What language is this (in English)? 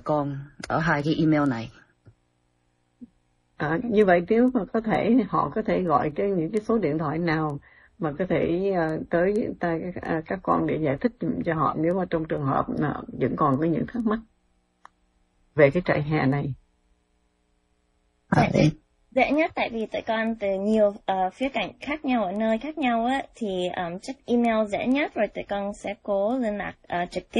Vietnamese